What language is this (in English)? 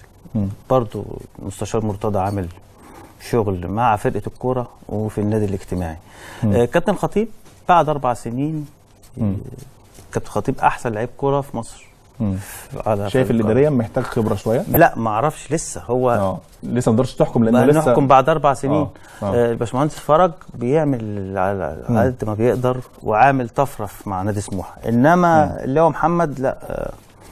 Egyptian Arabic